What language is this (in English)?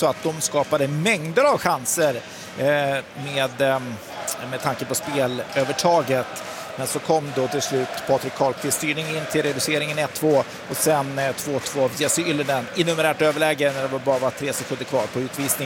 Swedish